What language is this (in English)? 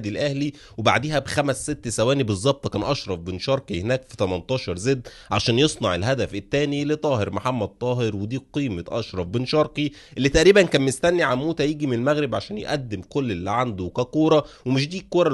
Egyptian Arabic